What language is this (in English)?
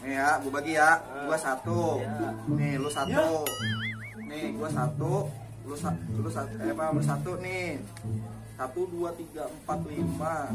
Betawi